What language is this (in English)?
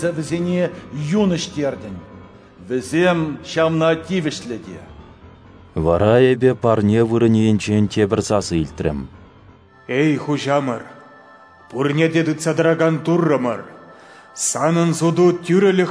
Chuvash